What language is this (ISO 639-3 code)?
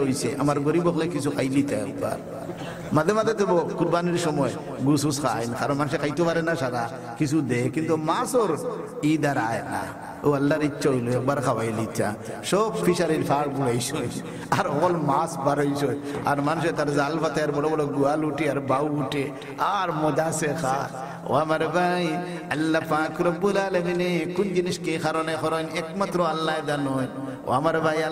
syl